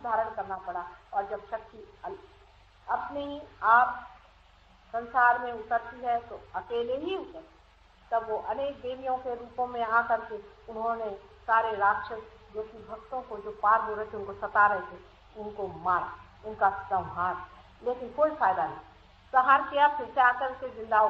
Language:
Hindi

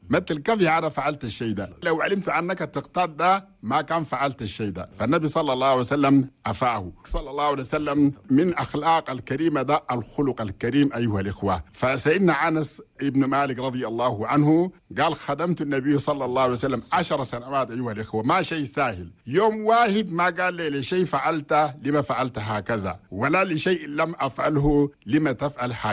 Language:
Chadian Arabic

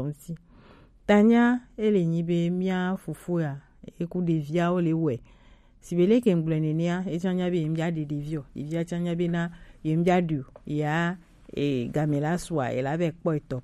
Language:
Gen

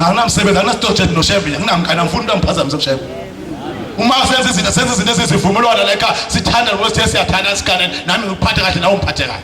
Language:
Zulu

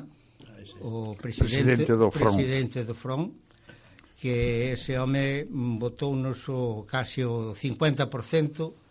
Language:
Galician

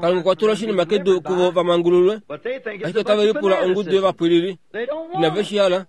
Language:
Kuanyama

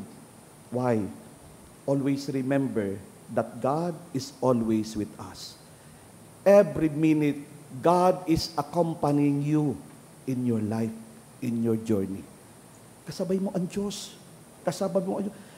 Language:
Bikol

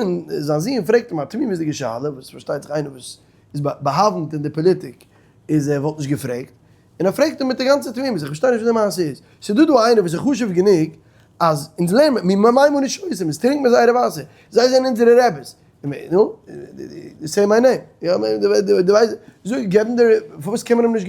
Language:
Yiddish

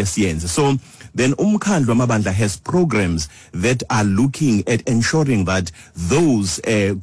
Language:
Xhosa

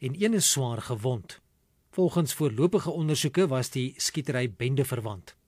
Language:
Afrikaans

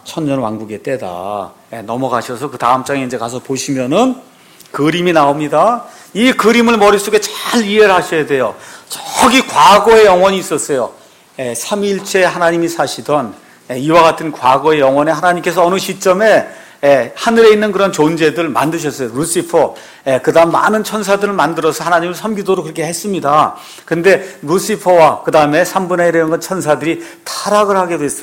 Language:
Korean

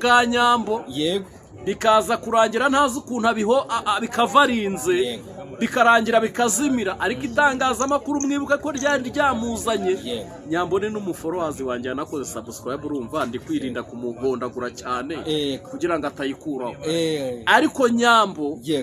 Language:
Kinyarwanda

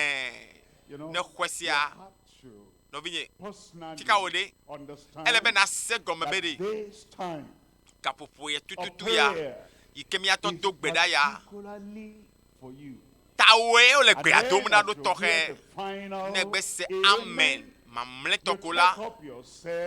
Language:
Ewe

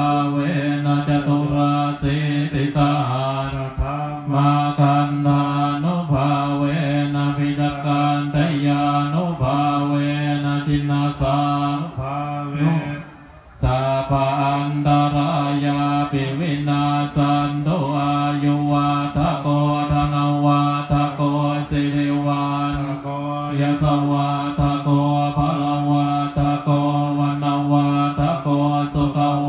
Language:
Pali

